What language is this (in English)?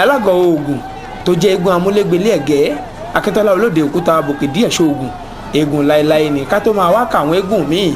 Yoruba